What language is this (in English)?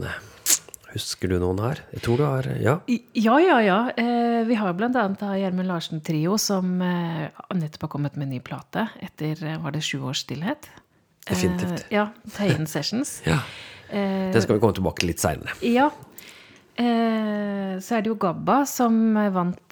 Norwegian